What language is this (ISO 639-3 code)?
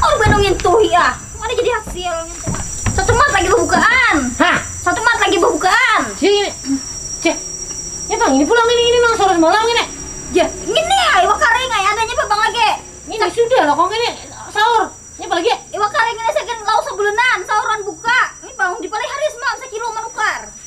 bjn